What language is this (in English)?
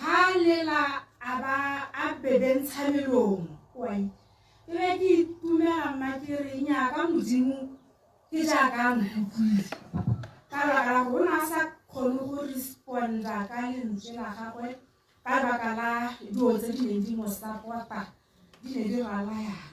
Tswana